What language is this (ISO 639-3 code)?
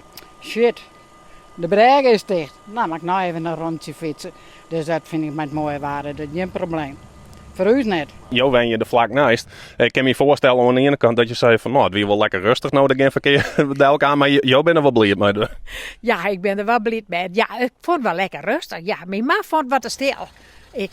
fry